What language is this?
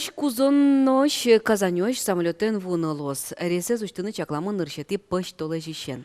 Udmurt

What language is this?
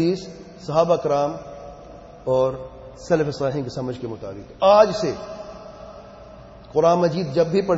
Urdu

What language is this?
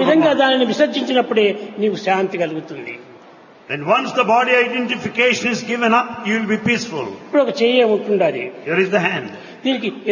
Telugu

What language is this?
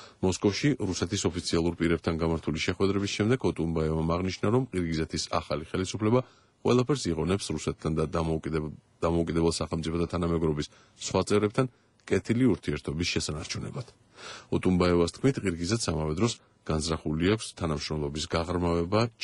Georgian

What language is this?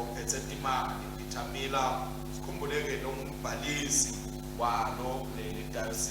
Swati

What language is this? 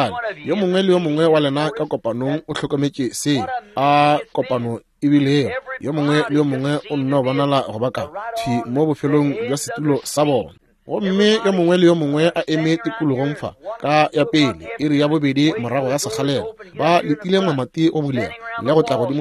Northern Sotho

